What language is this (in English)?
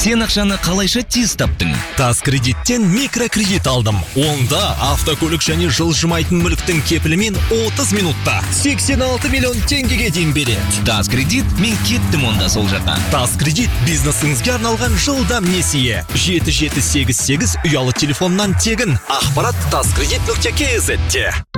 Kazakh